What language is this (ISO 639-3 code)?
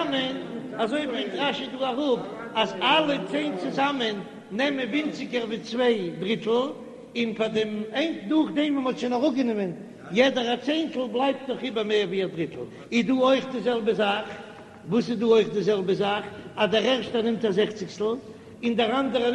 yid